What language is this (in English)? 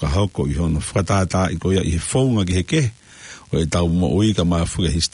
Tongan